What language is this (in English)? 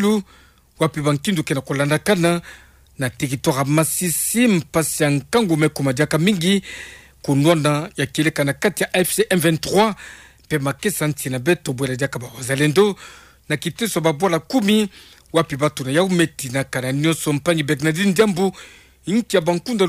Kituba (Democratic Republic of Congo)